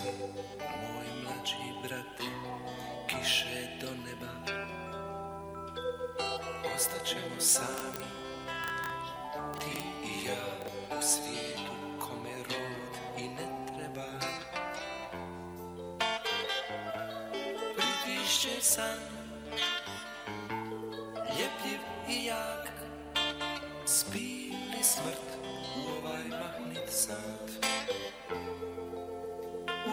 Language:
Bosnian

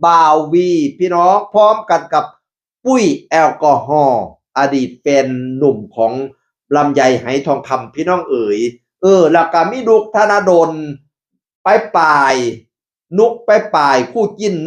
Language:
Northeastern Thai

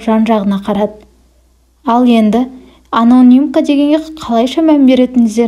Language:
Kazakh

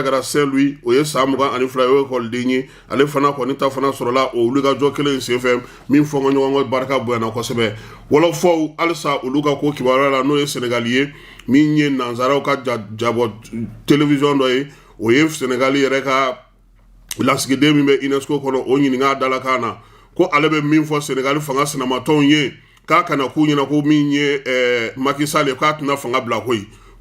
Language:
Bambara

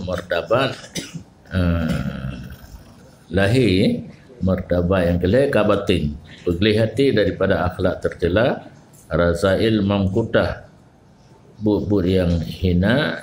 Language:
Achinese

